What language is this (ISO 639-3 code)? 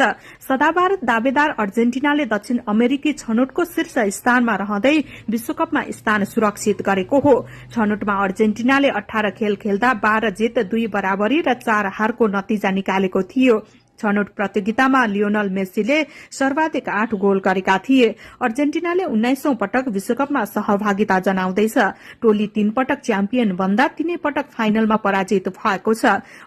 nep